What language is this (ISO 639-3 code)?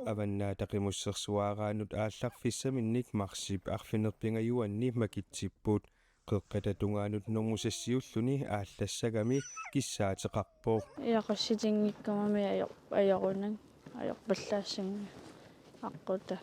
kal